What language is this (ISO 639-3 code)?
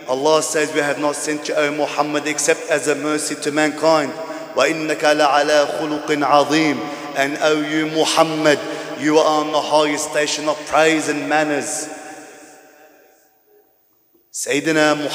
eng